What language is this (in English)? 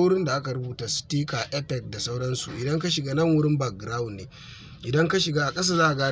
Hausa